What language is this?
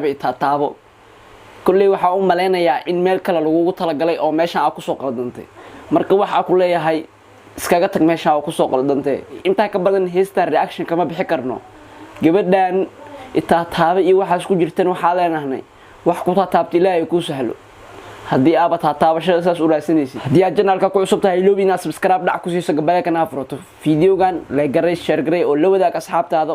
Somali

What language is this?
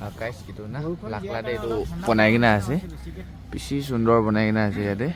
Naga Pidgin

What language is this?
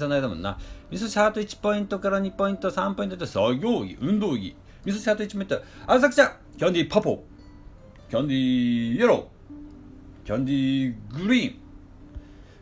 Japanese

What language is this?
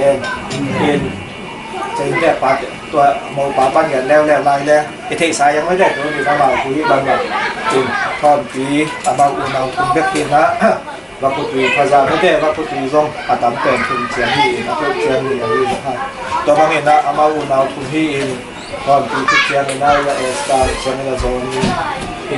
Tedim Chin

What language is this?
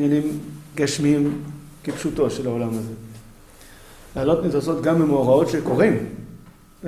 Hebrew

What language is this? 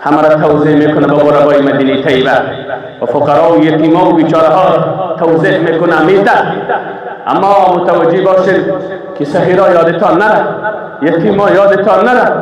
Persian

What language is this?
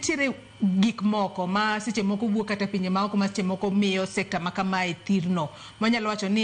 Luo (Kenya and Tanzania)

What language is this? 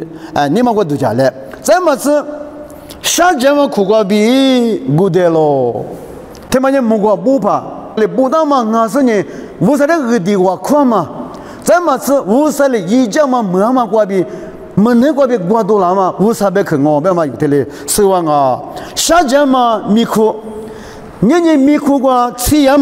Lisu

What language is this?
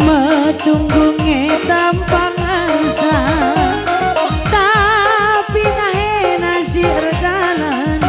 Batak Karo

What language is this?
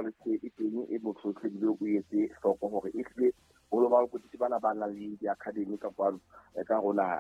Southern Sotho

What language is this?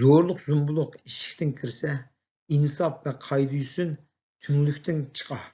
Uyghur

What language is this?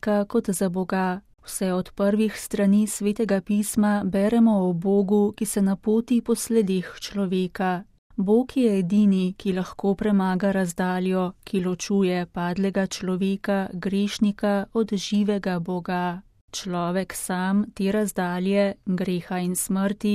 Slovenian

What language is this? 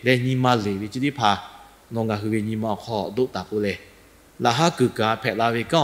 Lahu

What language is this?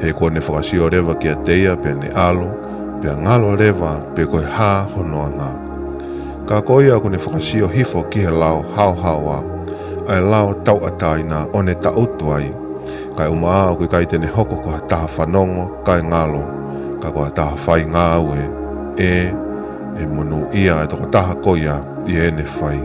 Tongan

